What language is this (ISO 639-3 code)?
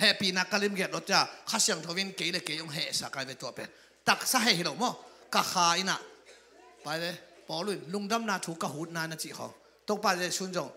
ctd